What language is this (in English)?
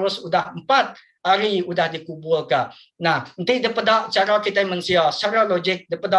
Iban